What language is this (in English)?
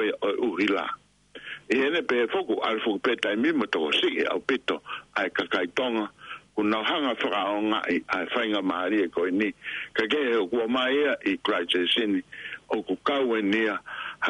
Tongan